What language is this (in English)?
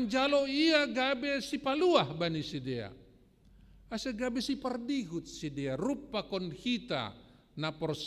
Batak Simalungun